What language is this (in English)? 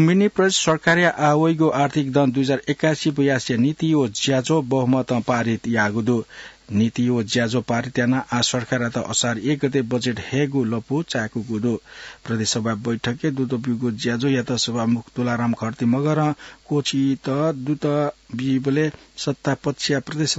Newari